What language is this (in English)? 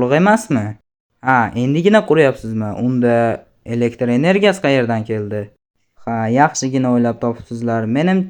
Uzbek